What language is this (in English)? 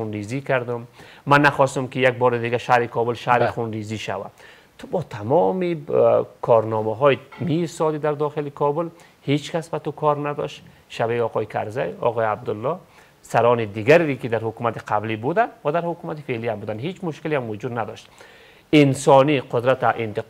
Persian